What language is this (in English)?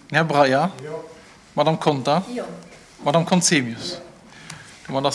Luxembourgish